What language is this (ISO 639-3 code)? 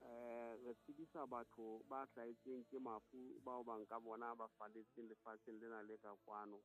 sot